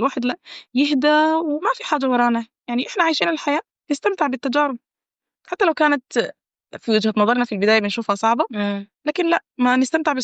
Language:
Egyptian Arabic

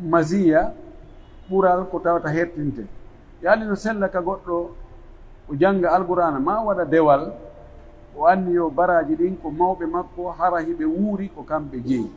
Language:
Pular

